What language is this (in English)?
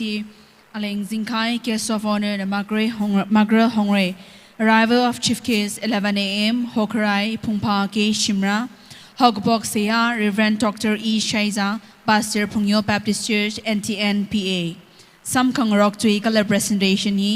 Tangkhul Naga (India)